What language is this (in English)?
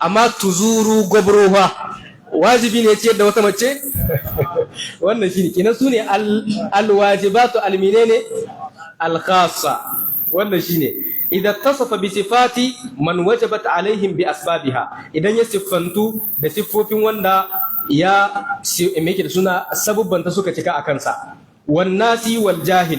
Hausa